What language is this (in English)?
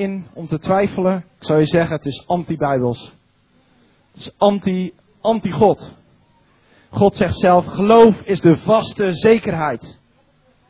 Dutch